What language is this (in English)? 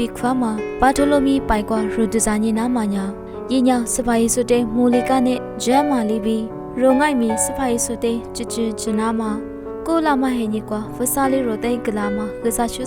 Lisu